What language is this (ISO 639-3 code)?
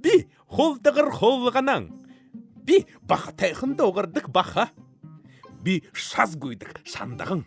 bua